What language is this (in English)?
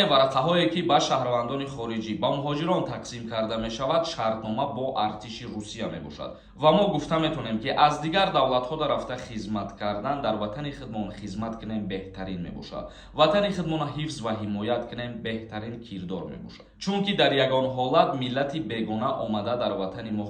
Tajik